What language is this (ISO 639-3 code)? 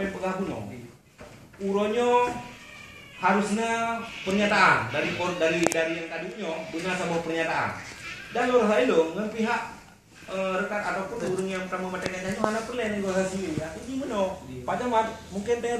ace